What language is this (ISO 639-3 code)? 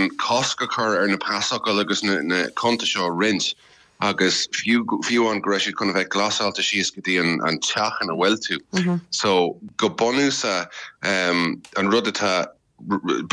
gle